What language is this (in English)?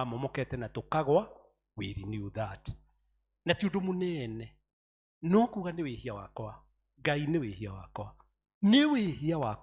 Kikuyu